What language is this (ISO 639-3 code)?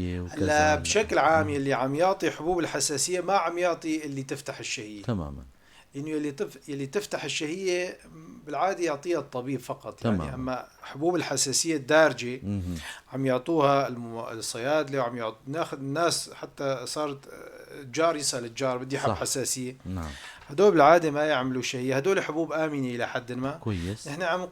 apc